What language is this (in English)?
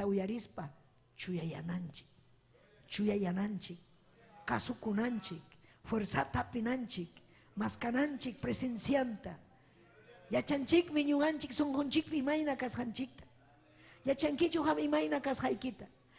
Ayacucho Quechua